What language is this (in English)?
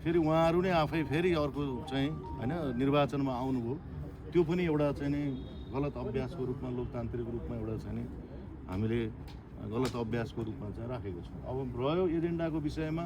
Nepali